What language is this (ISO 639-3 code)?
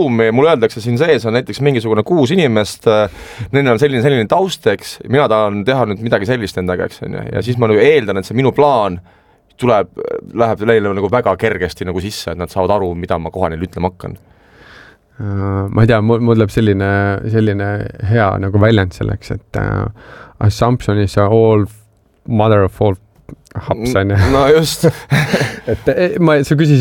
est